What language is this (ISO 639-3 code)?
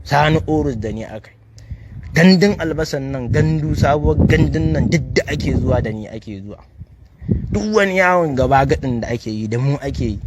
hau